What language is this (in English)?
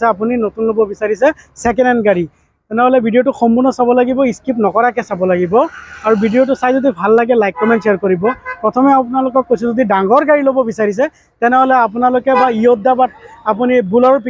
Assamese